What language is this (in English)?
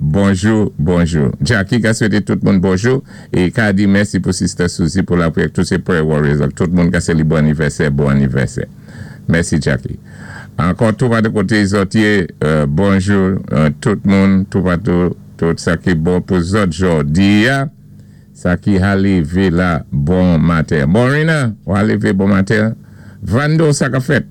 Saint Lucian Creole French